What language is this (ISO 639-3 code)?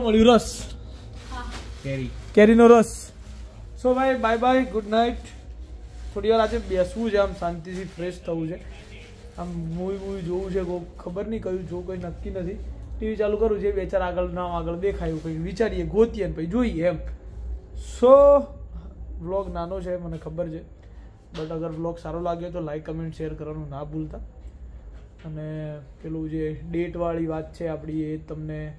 guj